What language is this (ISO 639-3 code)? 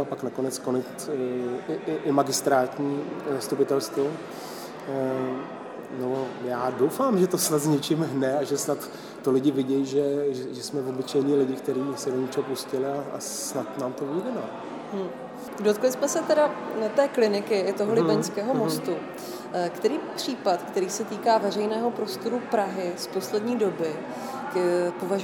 ces